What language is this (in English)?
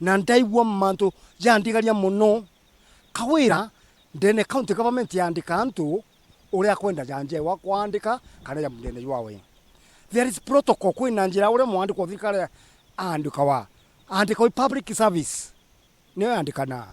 Meru